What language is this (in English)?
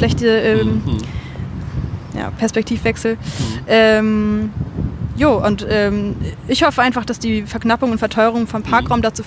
German